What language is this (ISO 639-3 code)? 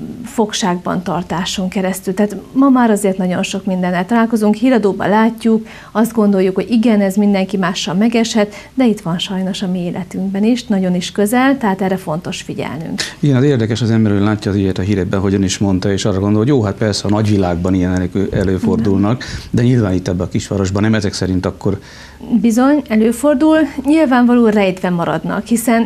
hun